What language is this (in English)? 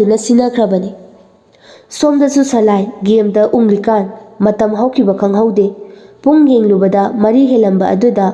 Manipuri